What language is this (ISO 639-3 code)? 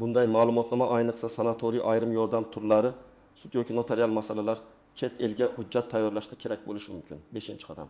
uzb